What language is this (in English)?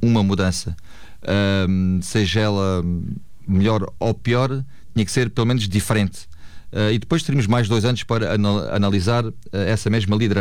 Portuguese